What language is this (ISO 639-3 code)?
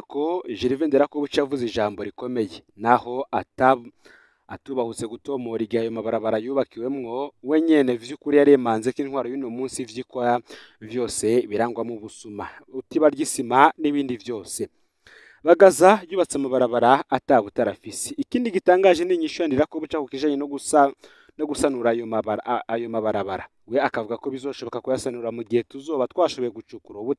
run